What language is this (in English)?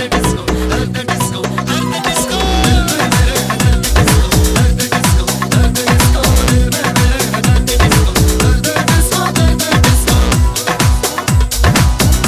Hindi